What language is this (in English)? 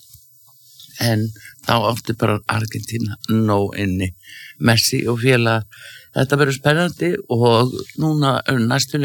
Icelandic